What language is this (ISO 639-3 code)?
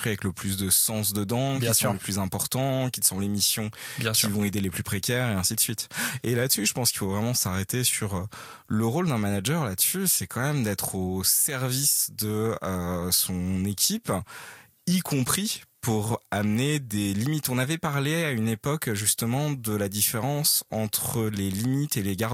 fra